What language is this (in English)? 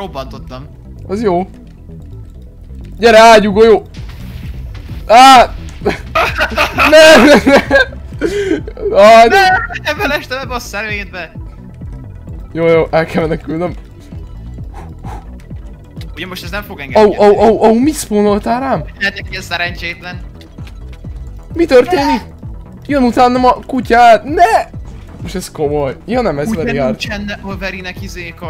Hungarian